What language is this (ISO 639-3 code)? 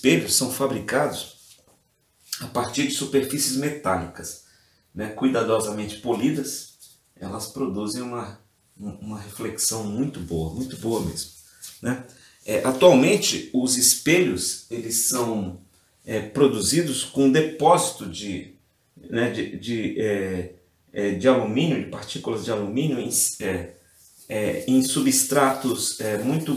por